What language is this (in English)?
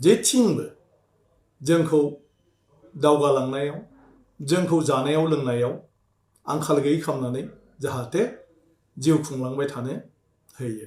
Bodo